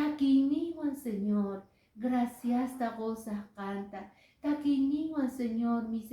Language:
Quechua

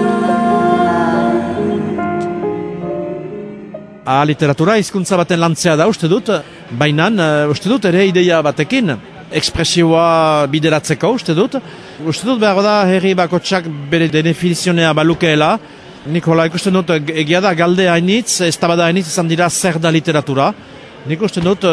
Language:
Basque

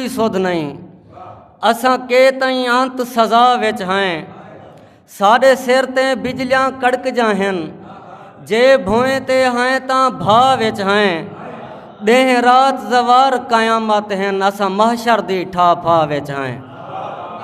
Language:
Saraiki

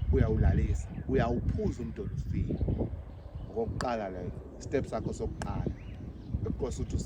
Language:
Zulu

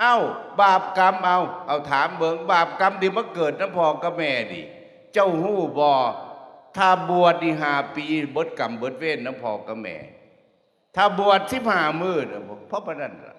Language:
Northeastern Thai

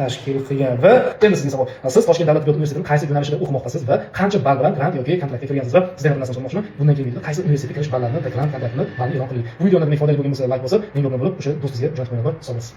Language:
Uzbek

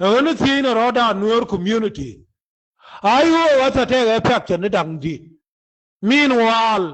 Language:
Nuer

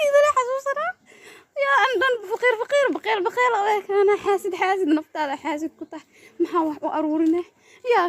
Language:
Somali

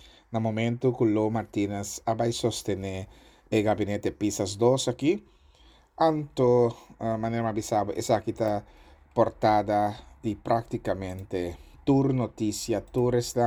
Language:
Papiamento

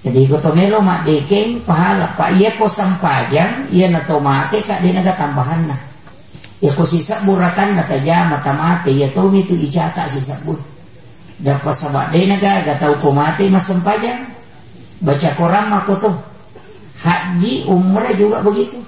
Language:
Buginese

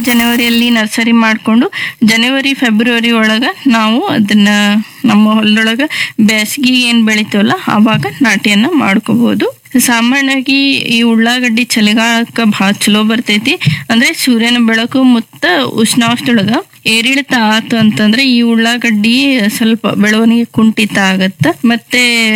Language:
Kannada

